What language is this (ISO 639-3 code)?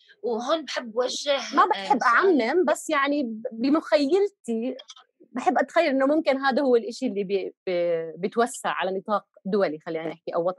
apc